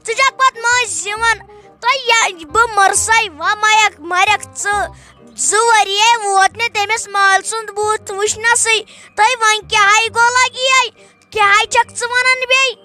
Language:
Kashmiri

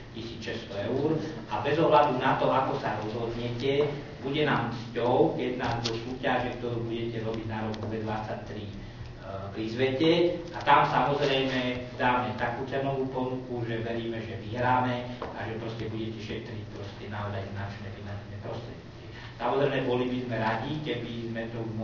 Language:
Slovak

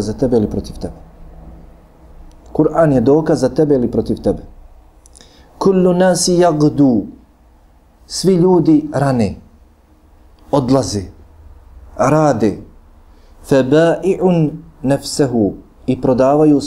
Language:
Bosnian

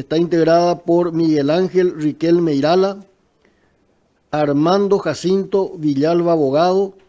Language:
Spanish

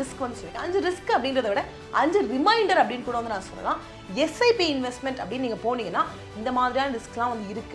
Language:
Tamil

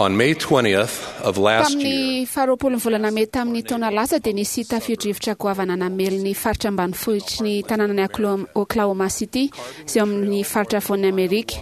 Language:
Malagasy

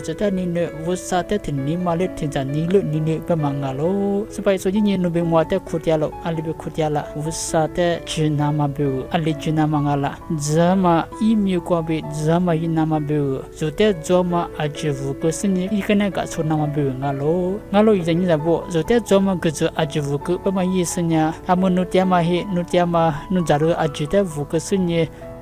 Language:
Lisu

